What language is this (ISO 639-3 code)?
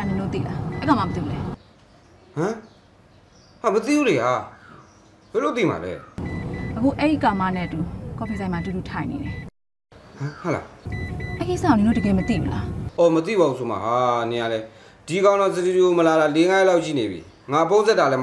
mya